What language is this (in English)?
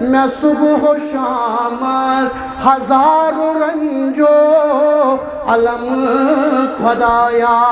Kashmiri